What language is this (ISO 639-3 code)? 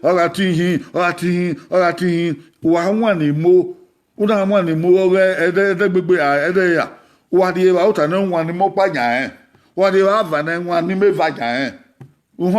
bin